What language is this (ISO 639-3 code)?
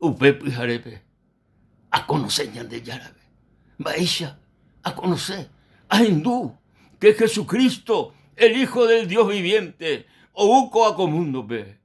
grn